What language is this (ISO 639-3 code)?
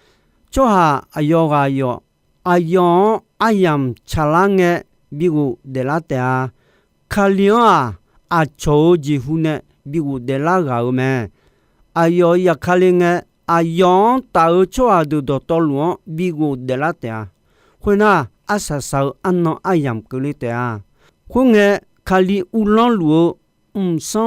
ahk